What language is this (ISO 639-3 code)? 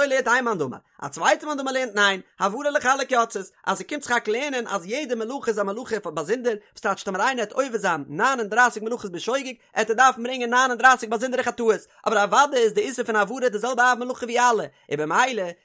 yid